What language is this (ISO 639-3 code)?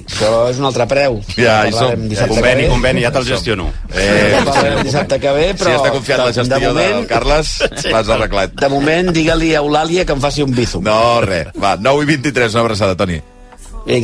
cat